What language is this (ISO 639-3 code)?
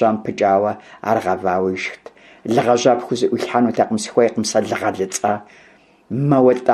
kbd